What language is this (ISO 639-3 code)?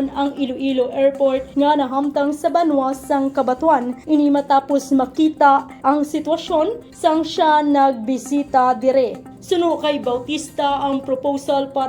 hil